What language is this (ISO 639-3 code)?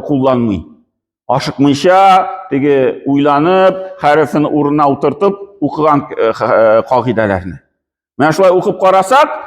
tat